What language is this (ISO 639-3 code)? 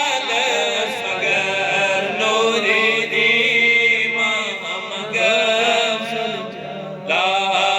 kas